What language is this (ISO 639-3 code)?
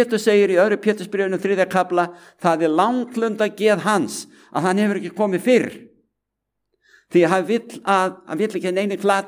isl